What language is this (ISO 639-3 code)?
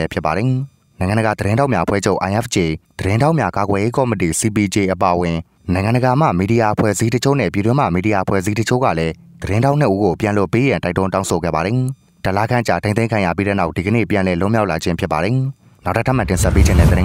mya